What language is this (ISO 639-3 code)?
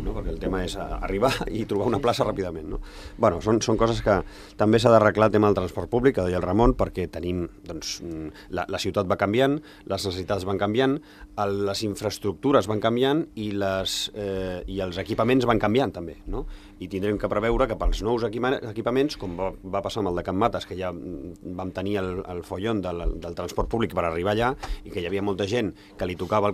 cat